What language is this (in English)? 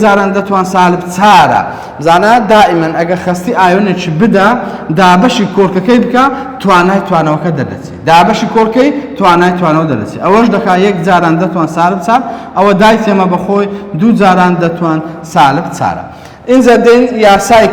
Central Kurdish